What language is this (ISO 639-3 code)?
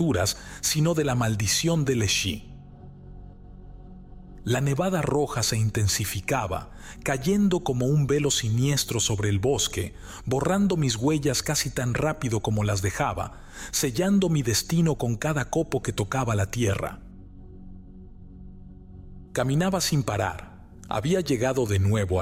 spa